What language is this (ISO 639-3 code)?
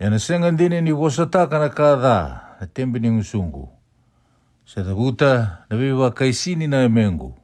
fij